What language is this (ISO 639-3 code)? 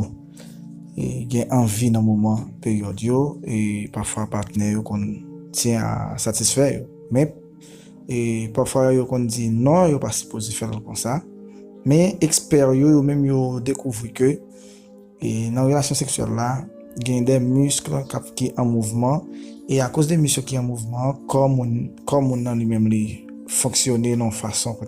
hat